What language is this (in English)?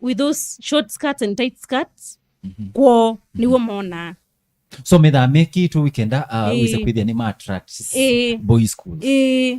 Kamba